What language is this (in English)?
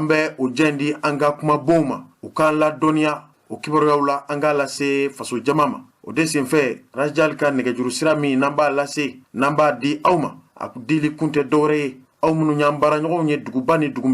Bambara